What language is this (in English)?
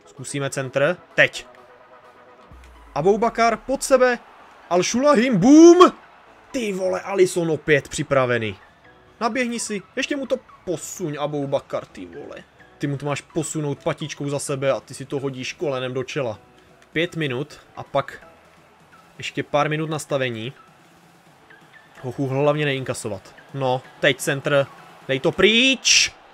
Czech